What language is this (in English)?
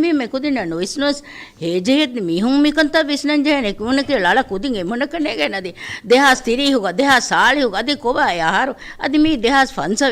Divehi